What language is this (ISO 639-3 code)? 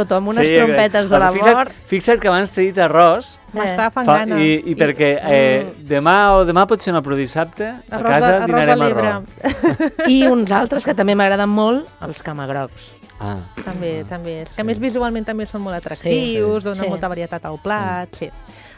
cat